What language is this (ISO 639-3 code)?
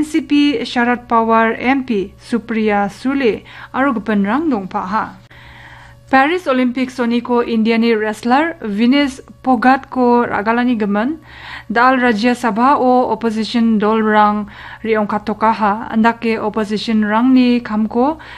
grt